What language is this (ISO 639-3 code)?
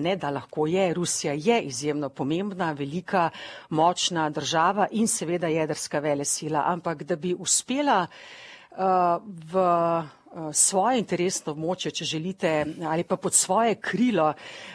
slv